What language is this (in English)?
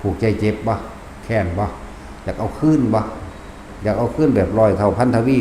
Northeastern Thai